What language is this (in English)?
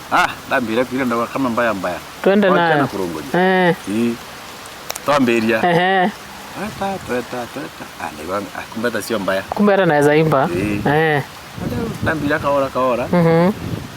Meru